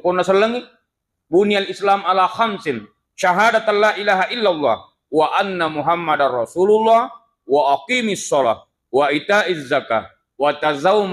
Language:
Buginese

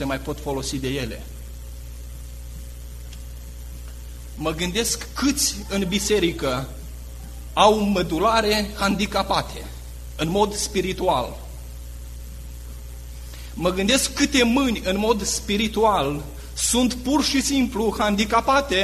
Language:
Romanian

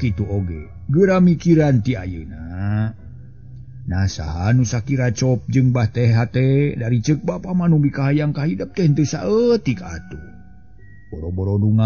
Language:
Sundanese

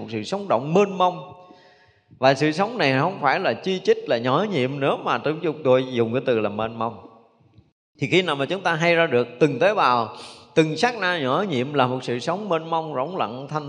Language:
Vietnamese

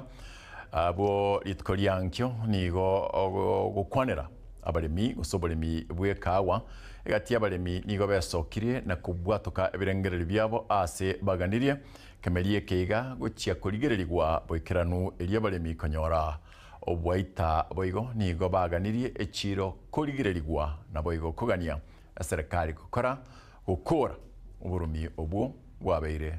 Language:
Gusii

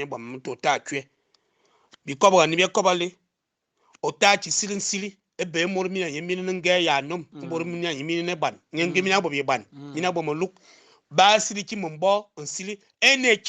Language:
Fang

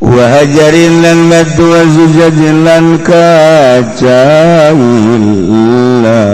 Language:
Sundanese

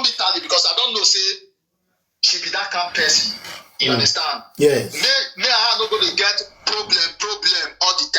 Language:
Nigerian Pidgin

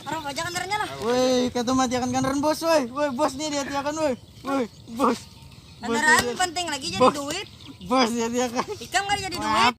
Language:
Banjar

